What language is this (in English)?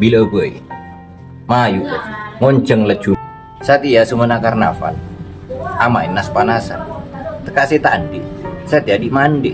Madurese